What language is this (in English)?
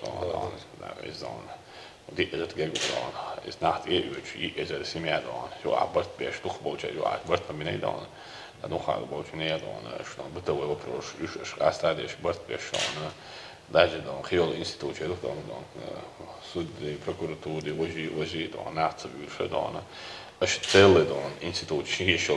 Chechen